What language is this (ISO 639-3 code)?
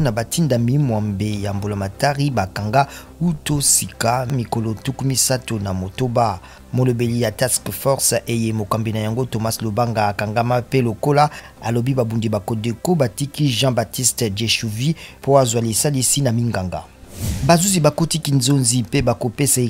lin